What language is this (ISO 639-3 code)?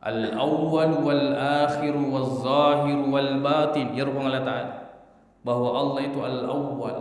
bug